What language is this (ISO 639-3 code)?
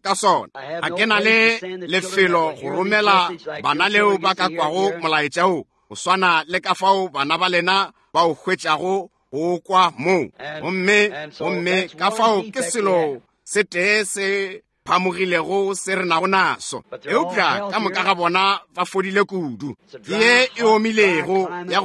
nso